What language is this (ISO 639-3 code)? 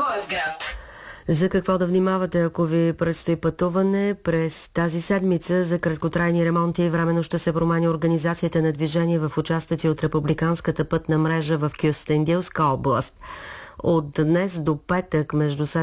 bul